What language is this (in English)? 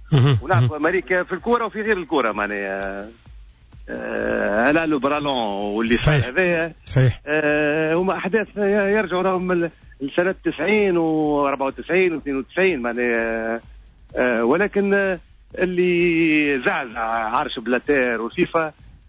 Tunisian Arabic